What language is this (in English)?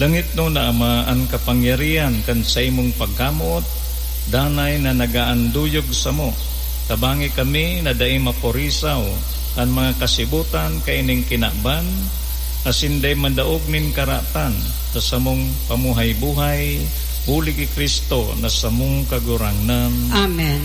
Bikol